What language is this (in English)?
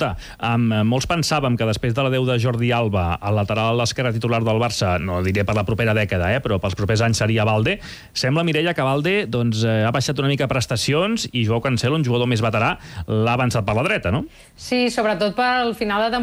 Catalan